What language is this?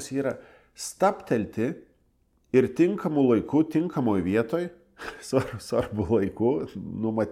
Lithuanian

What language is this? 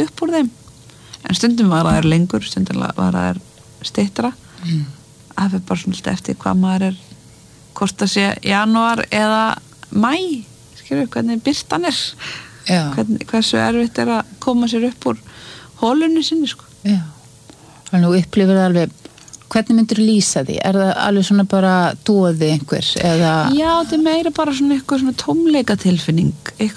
Icelandic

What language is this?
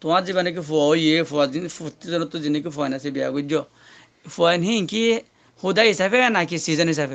Rohingya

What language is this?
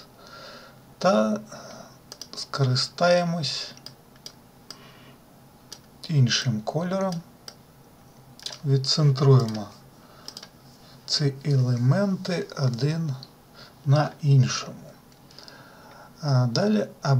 Ukrainian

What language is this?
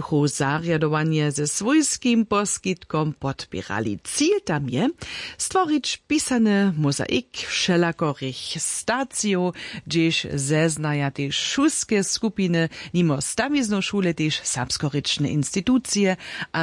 Upper Sorbian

